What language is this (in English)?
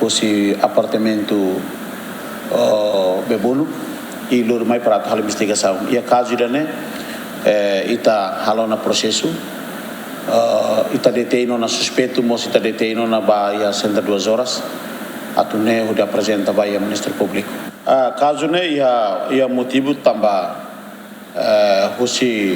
Tetum